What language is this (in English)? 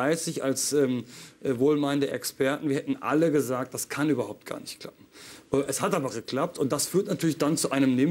German